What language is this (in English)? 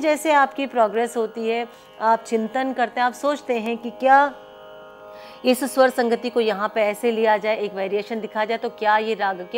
Hindi